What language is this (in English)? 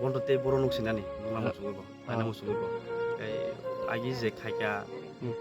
Kok Borok